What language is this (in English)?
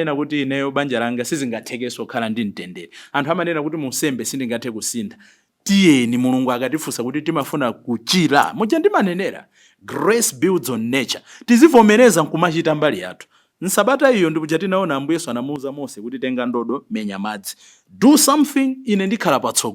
Nyanja